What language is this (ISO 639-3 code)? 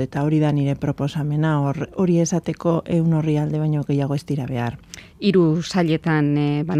eus